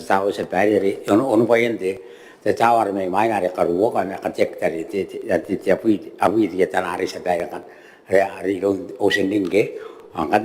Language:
Gilbertese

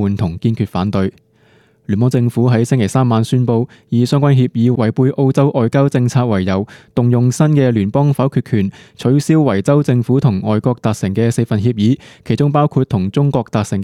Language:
Cantonese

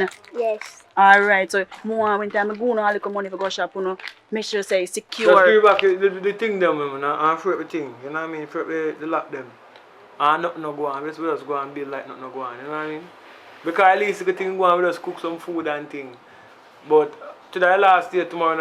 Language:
Jamaican Creole English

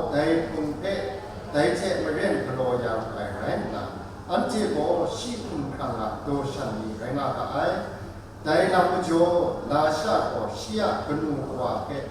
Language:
Kachin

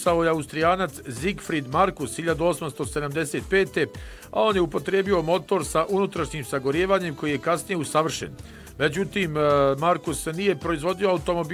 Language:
Bosnian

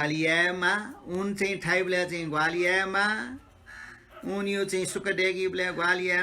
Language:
Newari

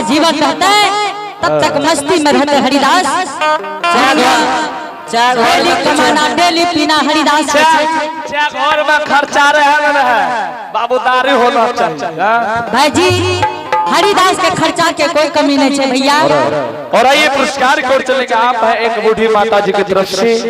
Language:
Angika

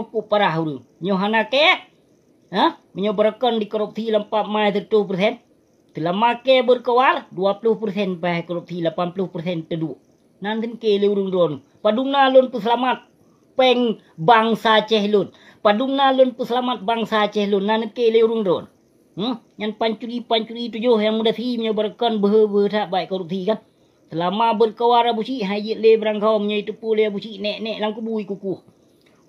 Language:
Achinese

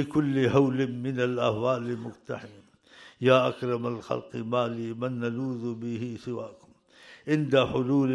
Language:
Urdu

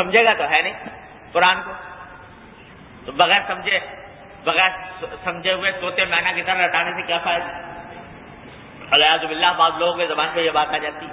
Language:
Urdu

